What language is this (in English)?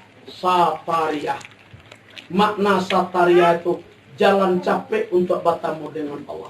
Minangkabau